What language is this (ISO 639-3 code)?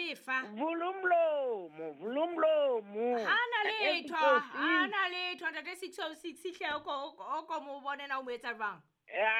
sot